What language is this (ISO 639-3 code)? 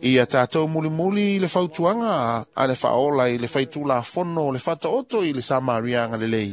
smo